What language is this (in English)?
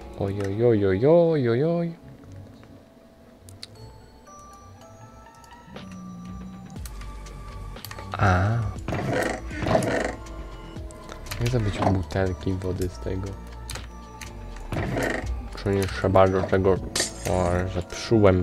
Polish